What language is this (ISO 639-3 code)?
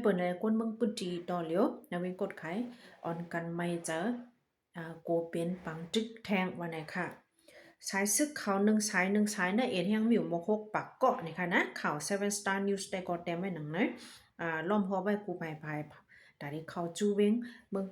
shn